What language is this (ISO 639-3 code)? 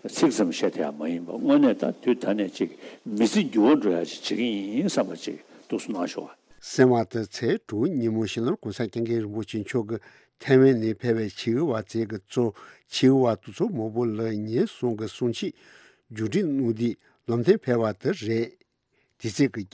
bod